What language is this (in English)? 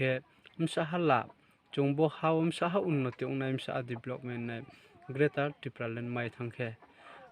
Riang (India)